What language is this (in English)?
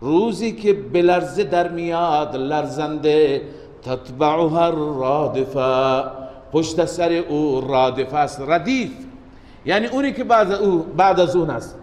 Persian